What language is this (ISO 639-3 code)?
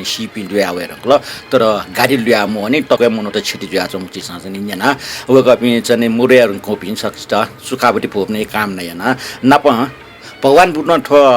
new